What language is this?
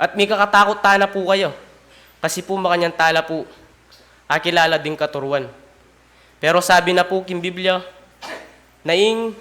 Pampanga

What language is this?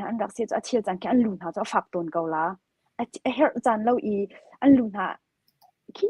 Hakha Chin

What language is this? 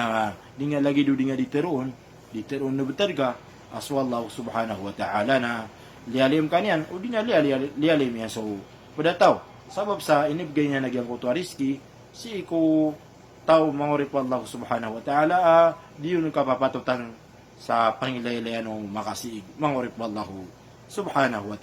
Maranao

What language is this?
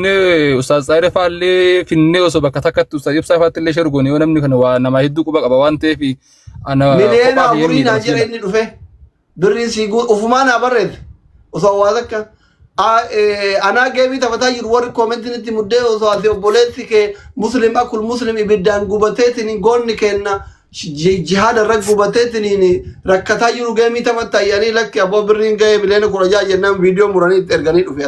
Oromo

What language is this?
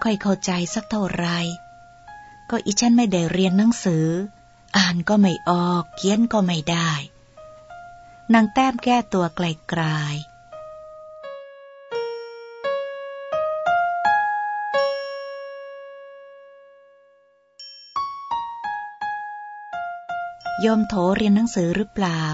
Thai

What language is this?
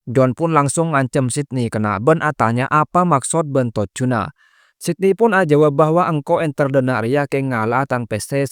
Madurese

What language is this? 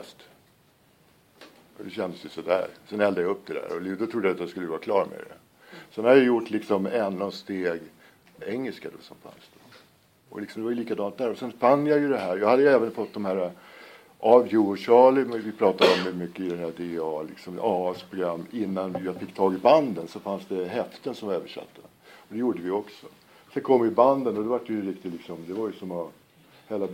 Swedish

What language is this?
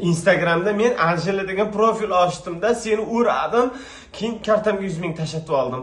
Uzbek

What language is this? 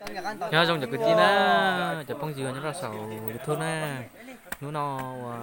Hmong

